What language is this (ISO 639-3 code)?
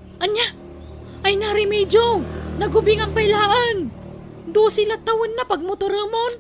ilo